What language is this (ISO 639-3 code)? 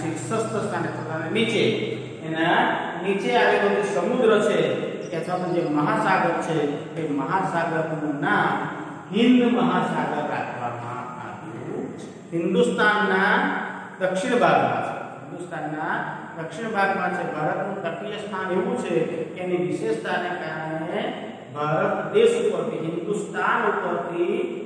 guj